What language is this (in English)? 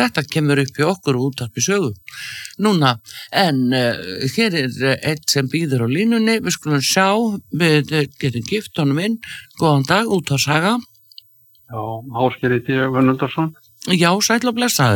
Icelandic